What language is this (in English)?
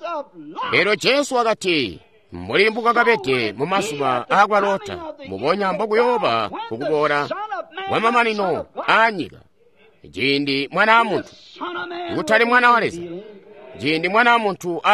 Tonga (Zambia)